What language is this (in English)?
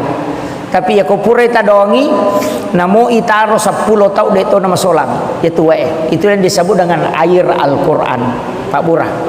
Buginese